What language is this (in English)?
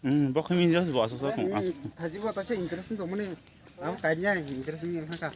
Kok Borok